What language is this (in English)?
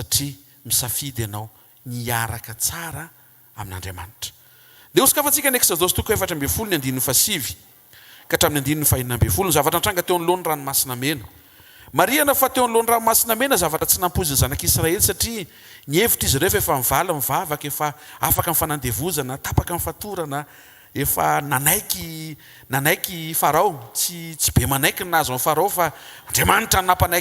Malagasy